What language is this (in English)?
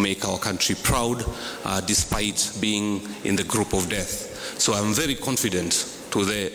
Swahili